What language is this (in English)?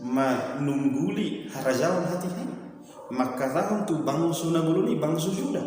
Batak Toba